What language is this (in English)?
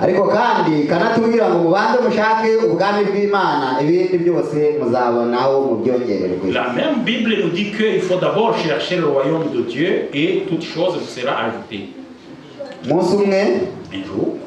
Kinyarwanda